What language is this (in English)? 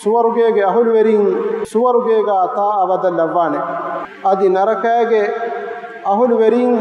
Divehi